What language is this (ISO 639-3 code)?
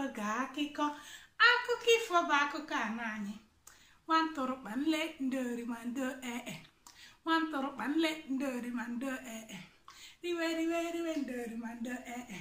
ibo